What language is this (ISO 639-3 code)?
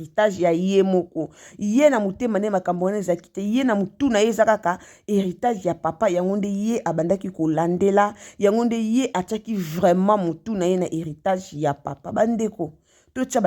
lin